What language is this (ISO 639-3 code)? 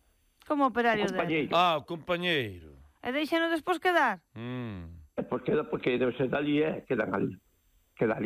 glg